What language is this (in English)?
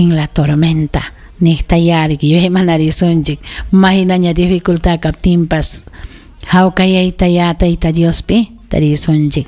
Ayacucho Quechua